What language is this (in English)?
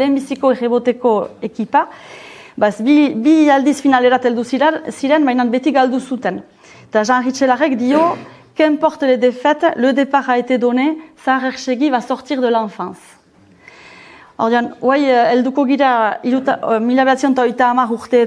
Basque